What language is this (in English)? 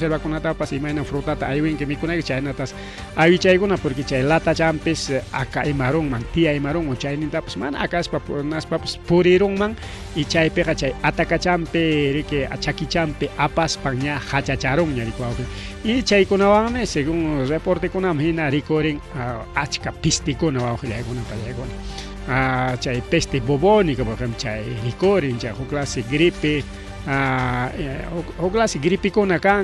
Ayacucho Quechua